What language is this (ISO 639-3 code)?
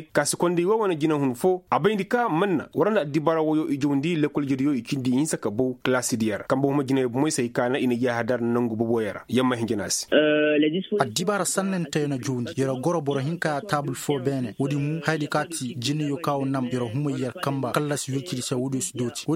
ses